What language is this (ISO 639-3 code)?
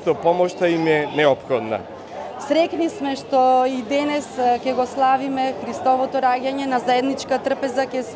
mkd